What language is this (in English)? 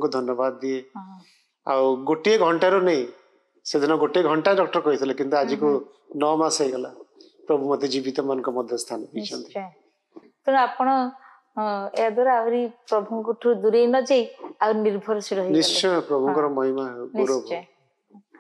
Odia